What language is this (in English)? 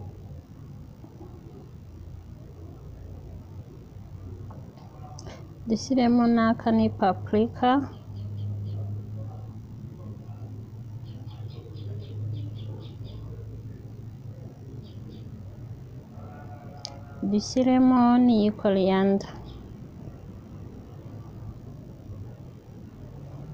Kinyarwanda